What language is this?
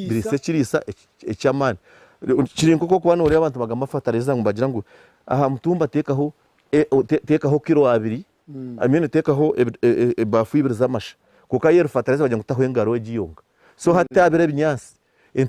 Nyankole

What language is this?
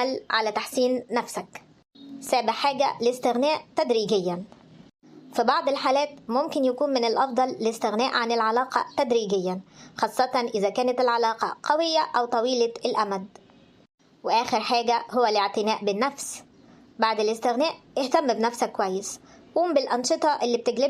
Egyptian Arabic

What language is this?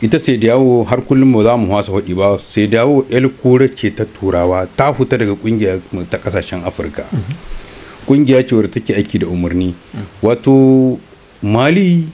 Hausa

